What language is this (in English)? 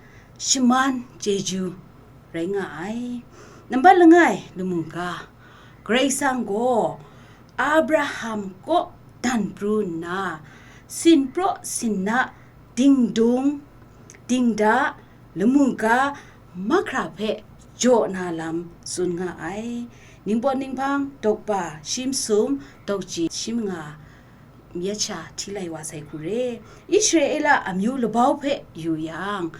Kachin